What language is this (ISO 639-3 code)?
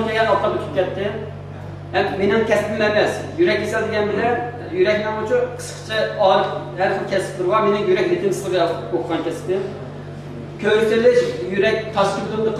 uig